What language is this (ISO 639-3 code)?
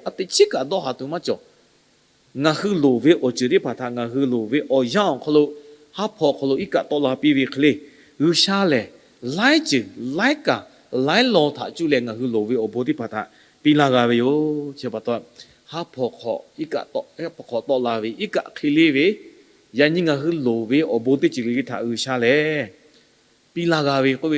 lhu